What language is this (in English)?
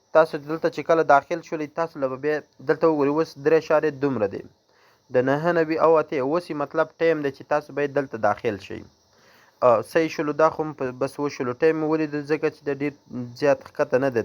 Pashto